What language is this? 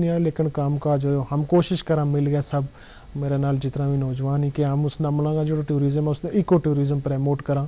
Gujari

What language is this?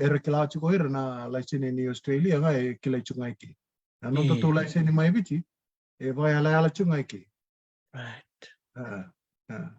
Fijian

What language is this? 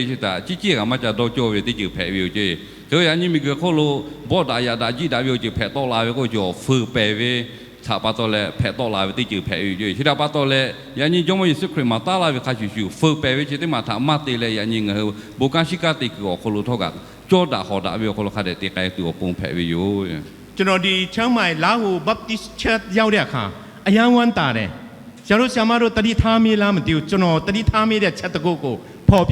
Lahu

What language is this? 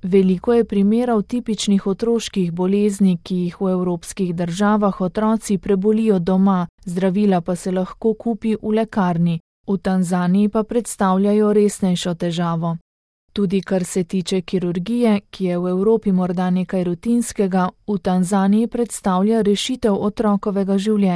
Slovenian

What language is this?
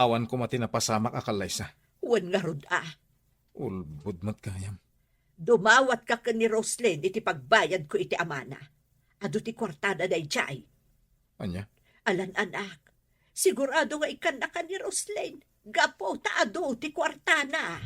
Iloko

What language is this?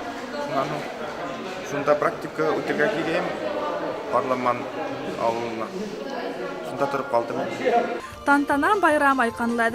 Bashkir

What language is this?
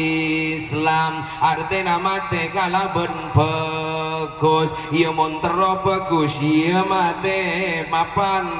Madurese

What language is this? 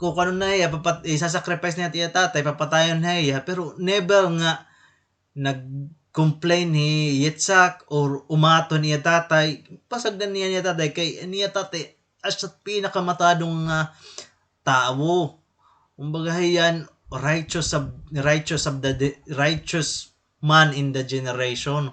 Waray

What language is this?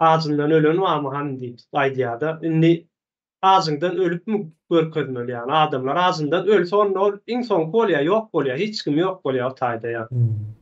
Turkmen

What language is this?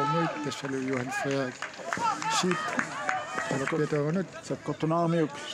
Kalaallisut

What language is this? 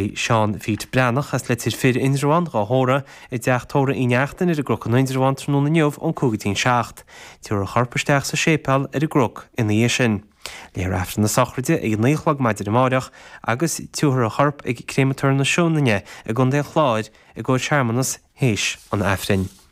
Irish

